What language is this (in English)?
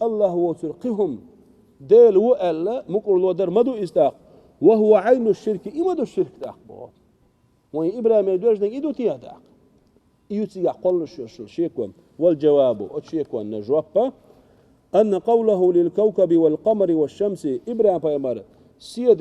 Chechen